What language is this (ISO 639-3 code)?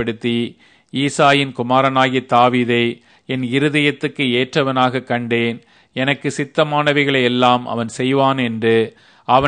tam